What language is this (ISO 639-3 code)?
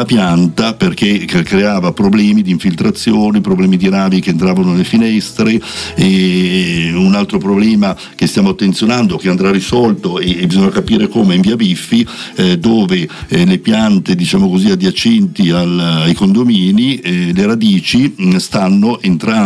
ita